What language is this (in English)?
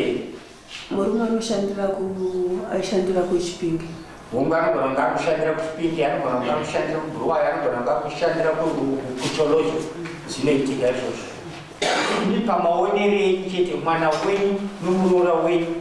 Shona